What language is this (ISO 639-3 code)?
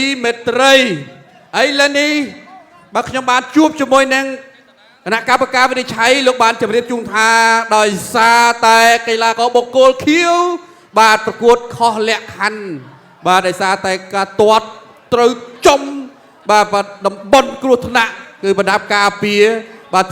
khm